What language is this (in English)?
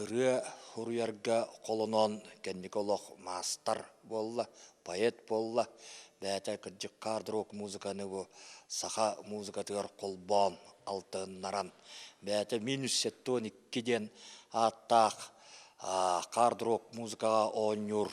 Yakut